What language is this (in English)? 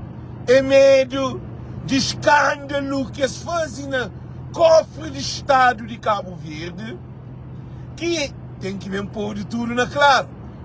Kabuverdianu